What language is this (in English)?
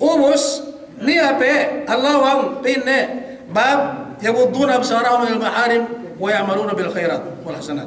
Yakan